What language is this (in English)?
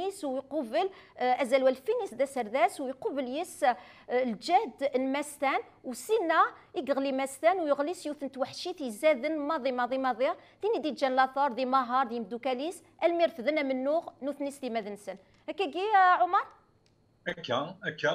Kabyle